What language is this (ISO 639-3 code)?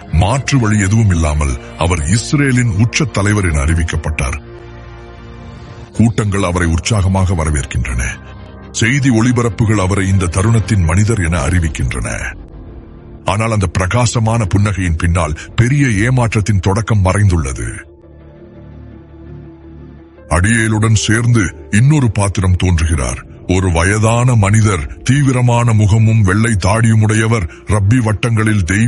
tam